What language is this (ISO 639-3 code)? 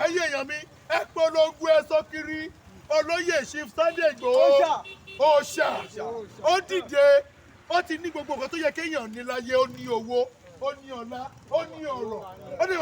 yor